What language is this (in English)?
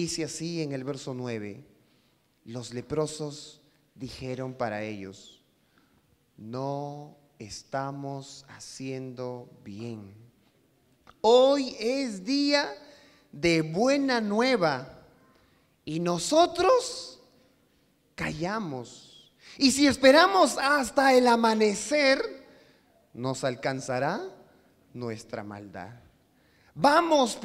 Spanish